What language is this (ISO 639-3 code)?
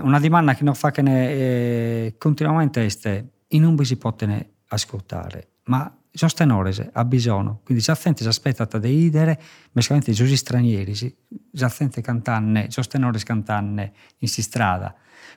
srd